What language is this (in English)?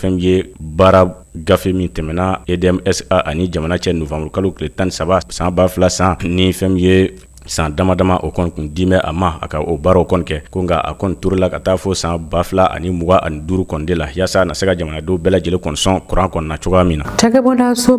Bambara